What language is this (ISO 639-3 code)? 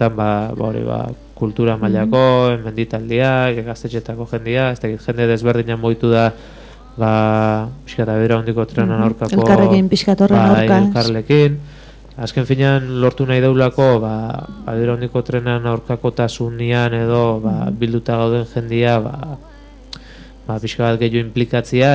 eus